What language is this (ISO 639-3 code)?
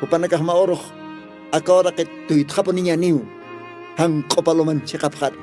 aym